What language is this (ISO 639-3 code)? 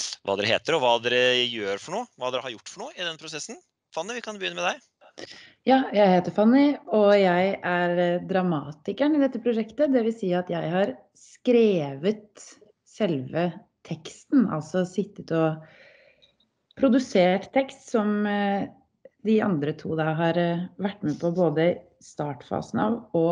nor